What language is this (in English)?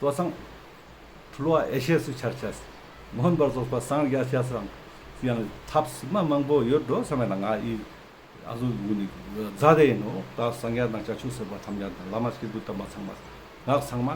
Ladakhi